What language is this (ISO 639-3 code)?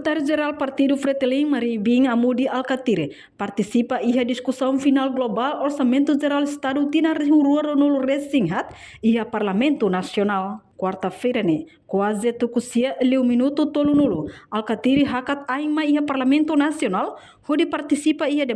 tet